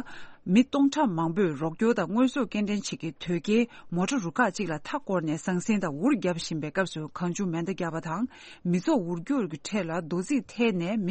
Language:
Tibetan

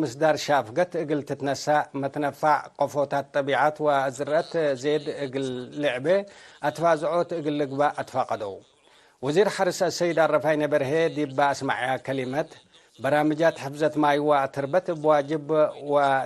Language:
Tigre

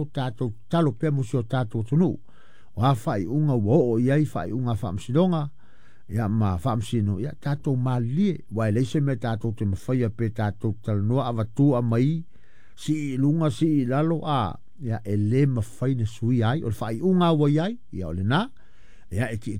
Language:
Samoan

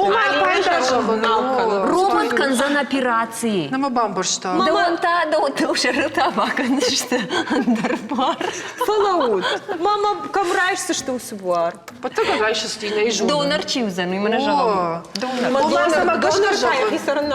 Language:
Ossetic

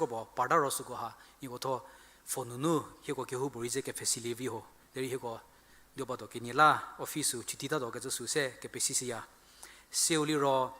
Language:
Angami Naga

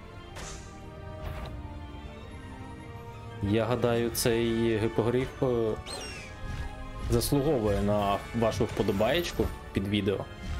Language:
Ukrainian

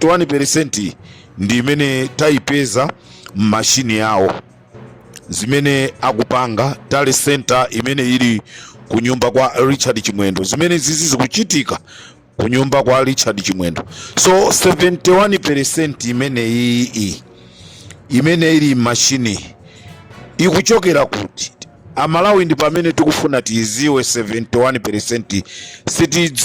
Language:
Nyanja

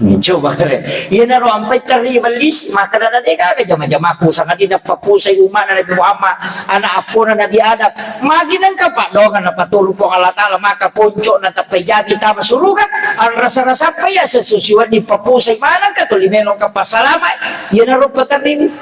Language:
Buginese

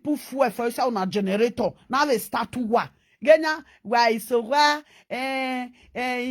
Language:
Nigerian Pidgin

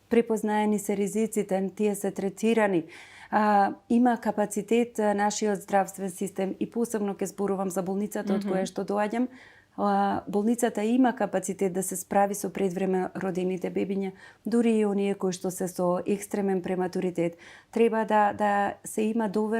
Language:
Macedonian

